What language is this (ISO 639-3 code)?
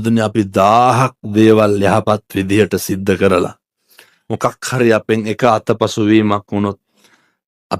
sin